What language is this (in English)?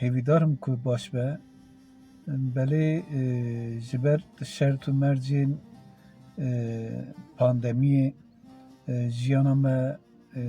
Kurdish